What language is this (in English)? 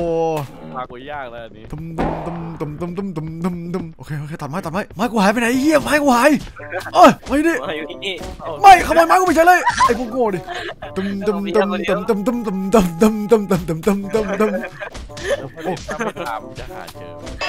Thai